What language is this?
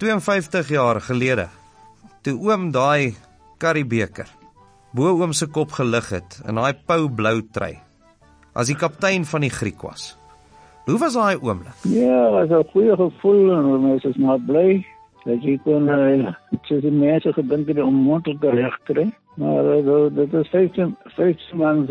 Afrikaans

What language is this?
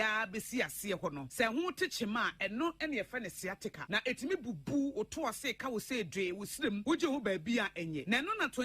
Akan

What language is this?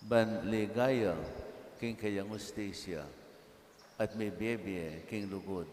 Pampanga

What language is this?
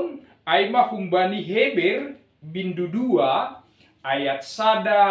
Batak Simalungun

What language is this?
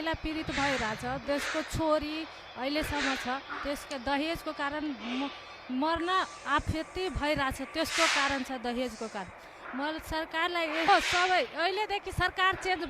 Nepali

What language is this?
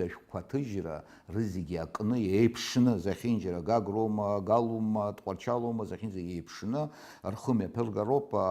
Abkhazian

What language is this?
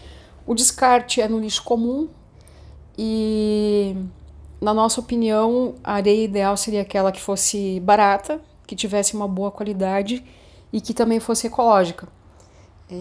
Portuguese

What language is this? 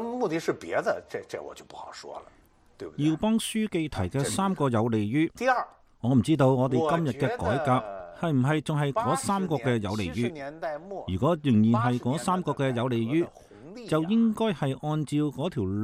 Cantonese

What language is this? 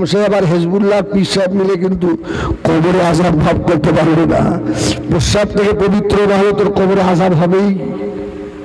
Bangla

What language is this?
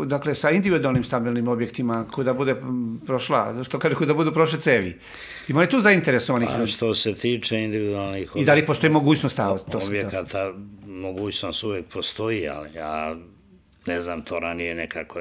Serbian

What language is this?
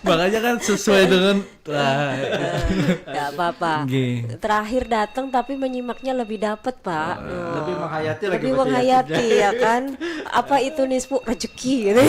Banjar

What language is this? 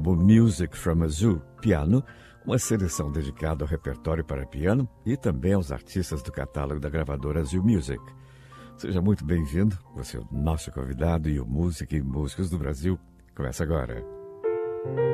Portuguese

